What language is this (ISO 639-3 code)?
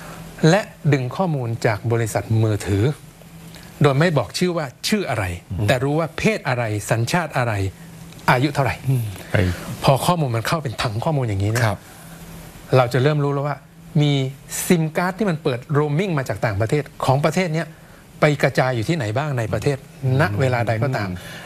tha